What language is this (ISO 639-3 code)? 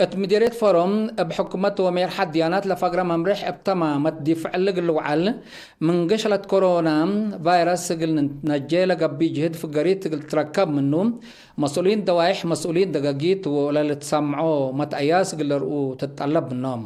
tig